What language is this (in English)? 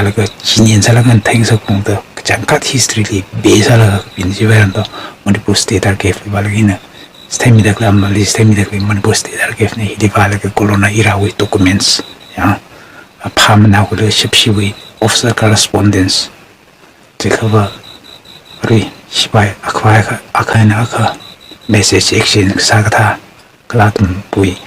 Tangkhul Naga (India)